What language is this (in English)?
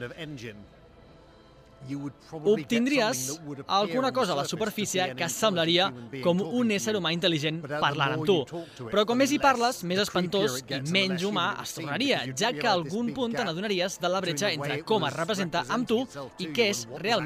Catalan